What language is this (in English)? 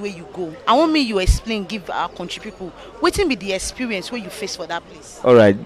Nigerian Pidgin